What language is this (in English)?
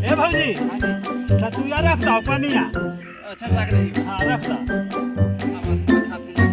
Magahi